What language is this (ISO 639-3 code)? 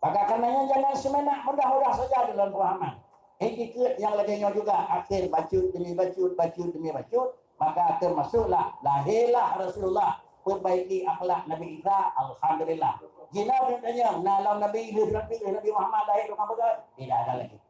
ace